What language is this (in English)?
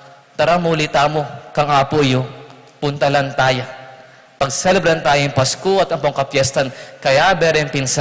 Pampanga